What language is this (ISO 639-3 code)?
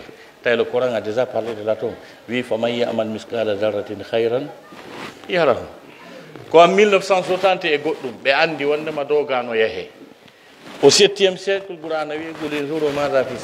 fuf